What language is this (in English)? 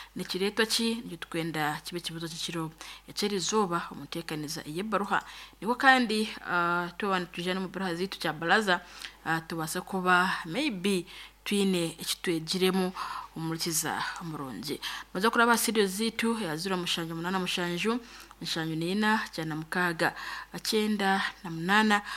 Nyankole